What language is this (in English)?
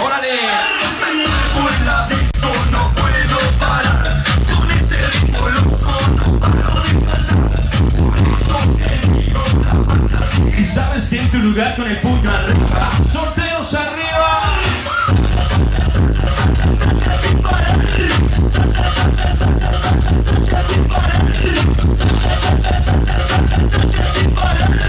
Spanish